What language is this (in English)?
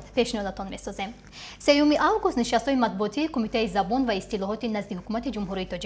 Tajik